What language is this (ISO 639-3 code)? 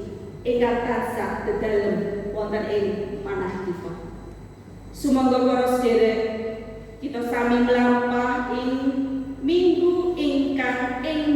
jav